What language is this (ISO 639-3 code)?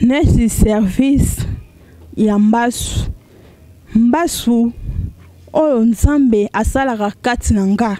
lin